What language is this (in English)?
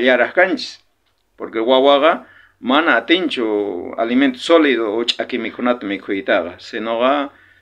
South Bolivian Quechua